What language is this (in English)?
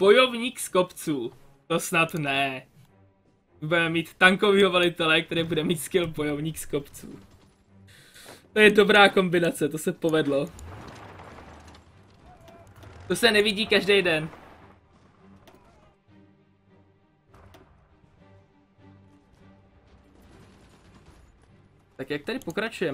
Czech